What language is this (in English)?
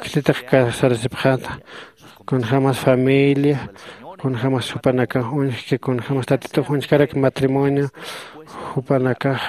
Aymara